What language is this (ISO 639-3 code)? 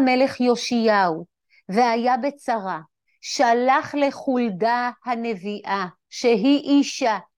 heb